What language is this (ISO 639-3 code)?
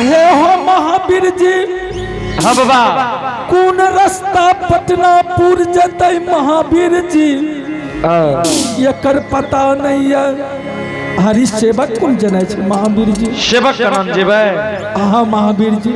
anp